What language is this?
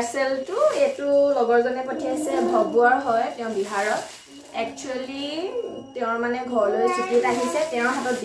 Assamese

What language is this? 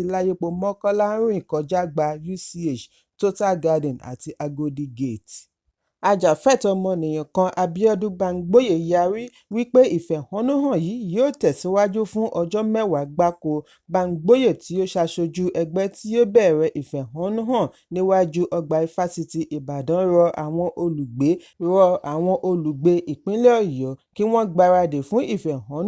Yoruba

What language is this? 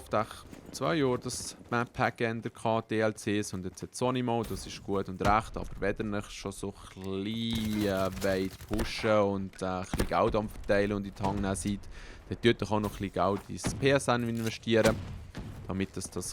Swiss German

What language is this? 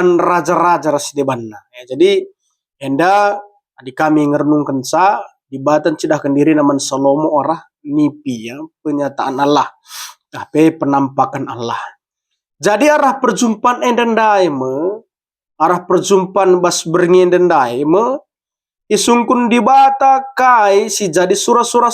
Batak Karo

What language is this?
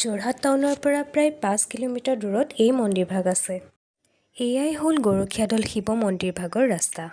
Assamese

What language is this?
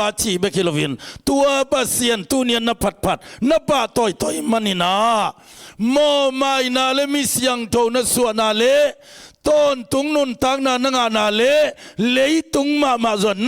Tedim Chin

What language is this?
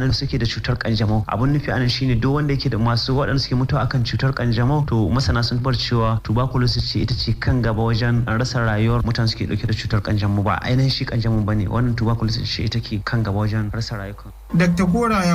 Hausa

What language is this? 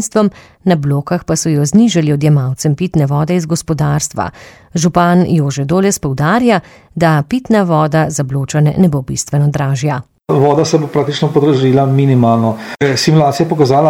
Slovenian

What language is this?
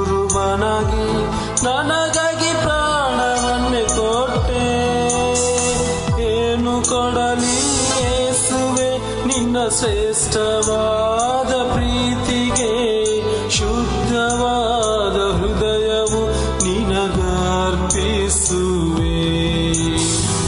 Kannada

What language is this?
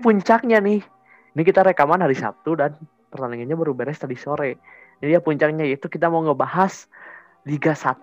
Indonesian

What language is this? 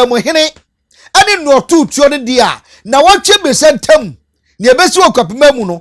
Akan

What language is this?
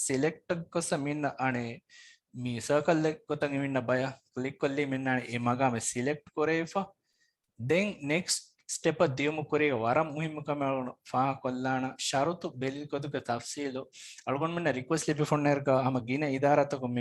Divehi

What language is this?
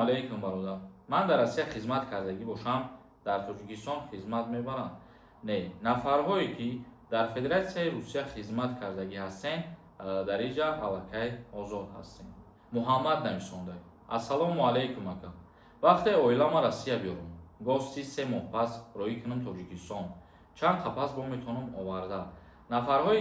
Tajik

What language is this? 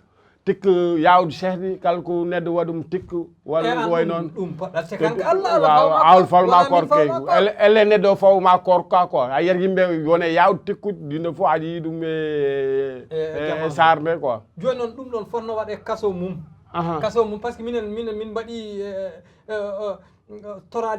Fula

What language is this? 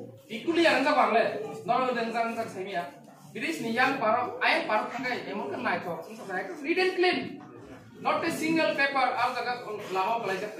Kok Borok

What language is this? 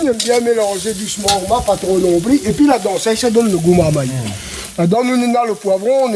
Réunion Creole French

